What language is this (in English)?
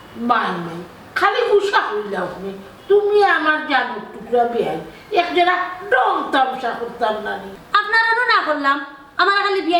Sylheti